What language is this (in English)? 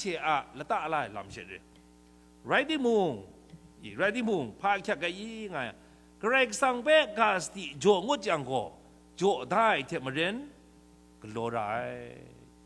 Kachin